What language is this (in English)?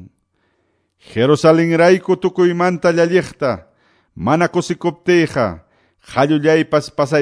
Quechua